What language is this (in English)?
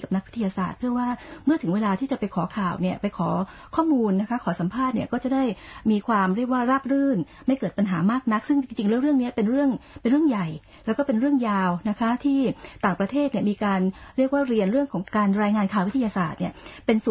Thai